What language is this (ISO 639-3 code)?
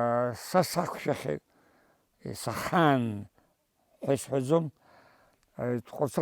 abk